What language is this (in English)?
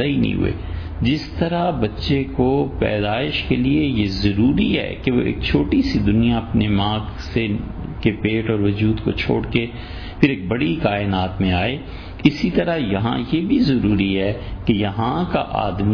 Urdu